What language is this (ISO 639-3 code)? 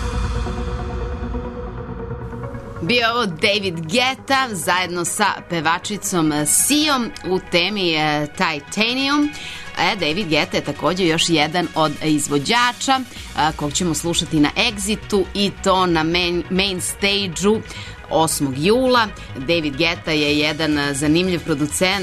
srp